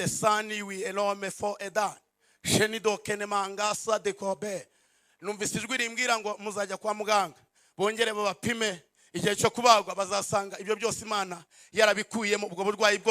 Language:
Kinyarwanda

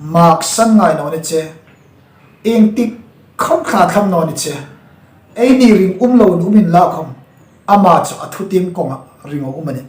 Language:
Hmar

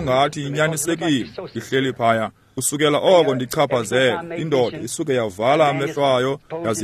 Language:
Xhosa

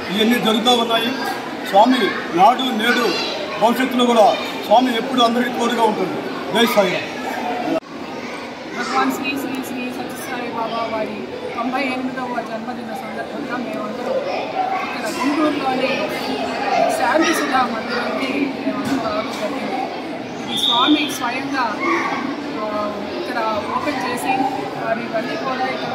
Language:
Telugu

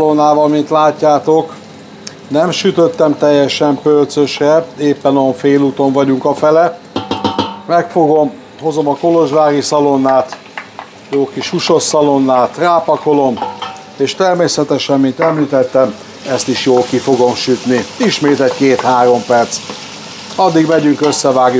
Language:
Hungarian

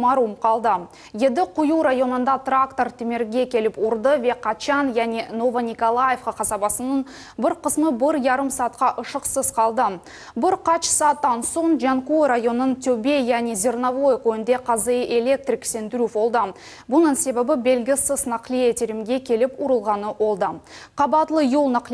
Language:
Crimean Tatar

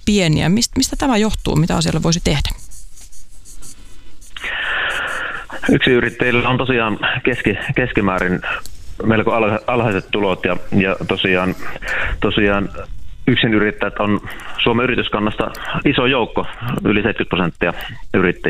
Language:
Finnish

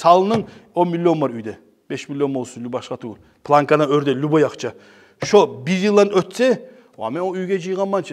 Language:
Kumyk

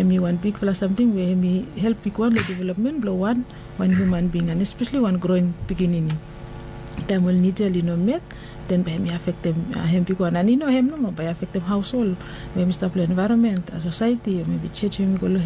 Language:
Bislama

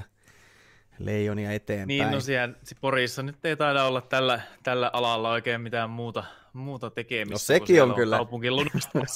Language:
Finnish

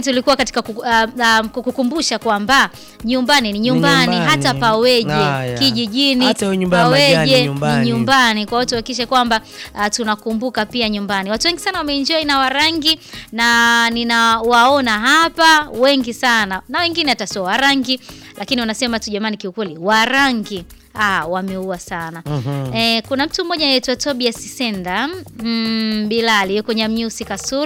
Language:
Swahili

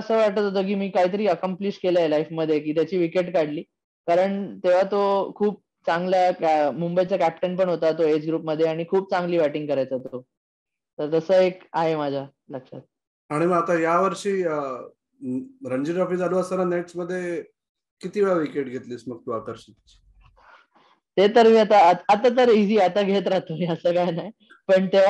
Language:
Marathi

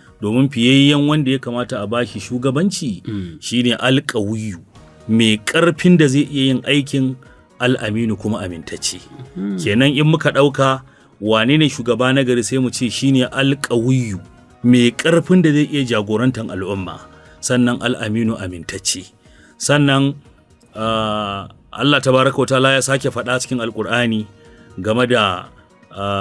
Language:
Hausa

